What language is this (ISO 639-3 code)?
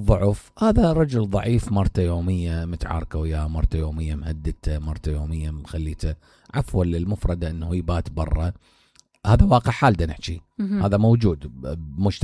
acm